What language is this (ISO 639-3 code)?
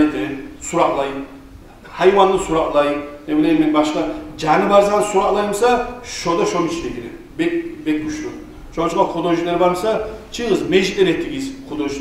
kum